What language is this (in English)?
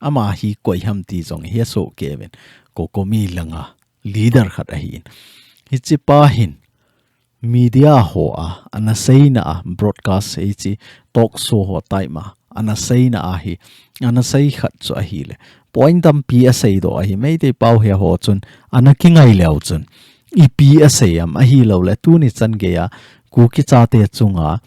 Thado Chin